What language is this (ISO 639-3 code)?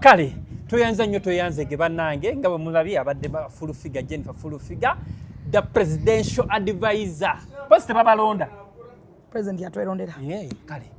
lug